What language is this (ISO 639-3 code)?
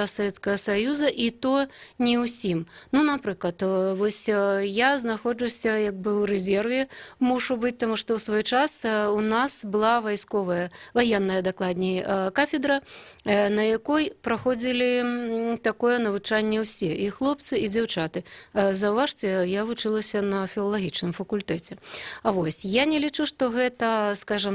bel